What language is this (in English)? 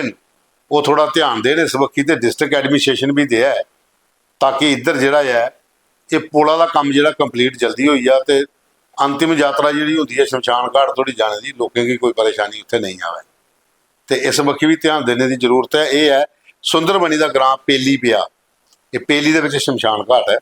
Dogri